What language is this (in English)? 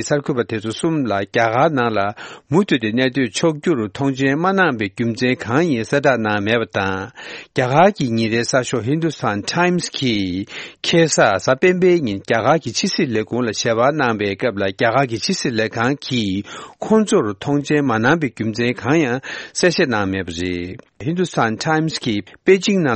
Tibetan